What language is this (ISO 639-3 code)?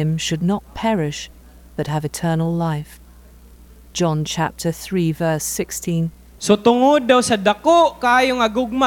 ceb